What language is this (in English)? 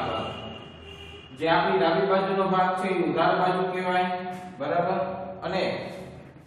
Gujarati